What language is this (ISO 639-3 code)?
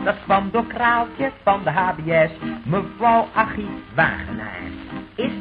nld